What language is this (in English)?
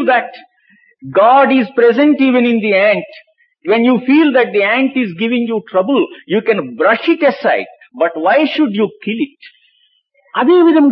Telugu